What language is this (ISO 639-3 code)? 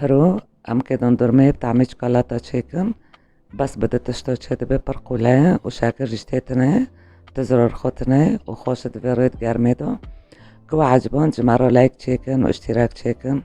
kur